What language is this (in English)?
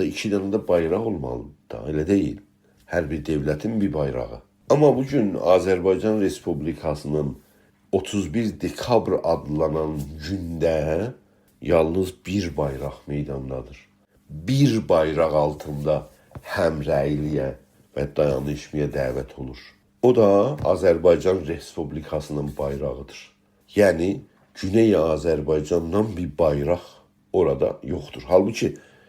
South Azerbaijani